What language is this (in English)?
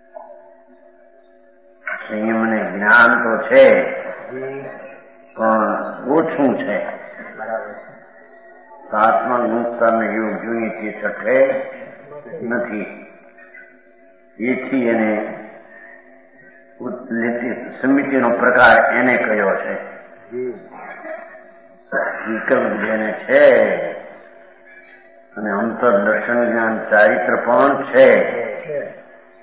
Gujarati